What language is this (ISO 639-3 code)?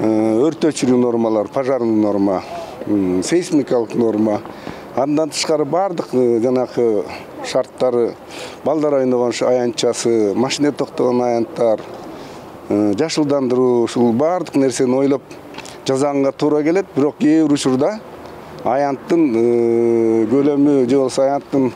kir